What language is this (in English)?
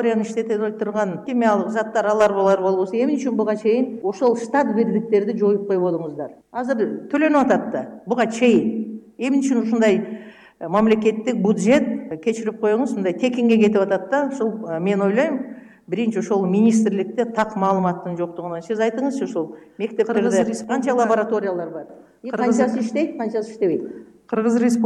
Kyrgyz